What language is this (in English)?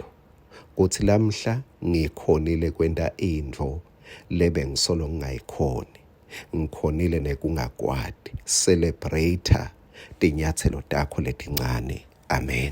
Swati